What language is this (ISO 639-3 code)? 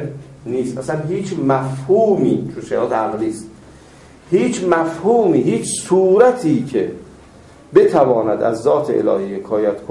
fas